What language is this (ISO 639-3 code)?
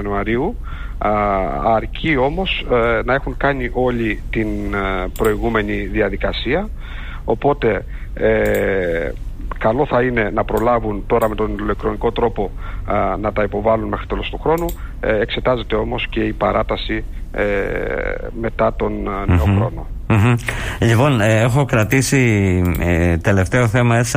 ell